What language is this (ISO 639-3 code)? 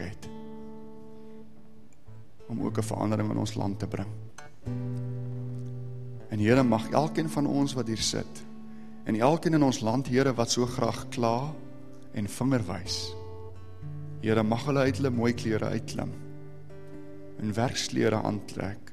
afr